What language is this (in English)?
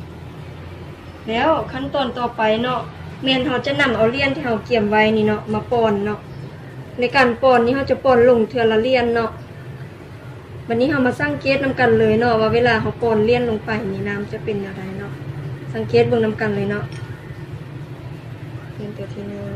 Lao